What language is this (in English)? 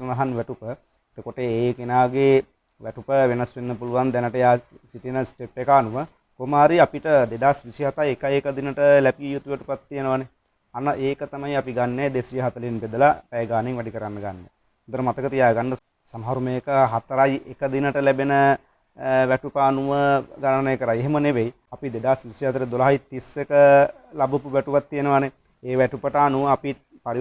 Sinhala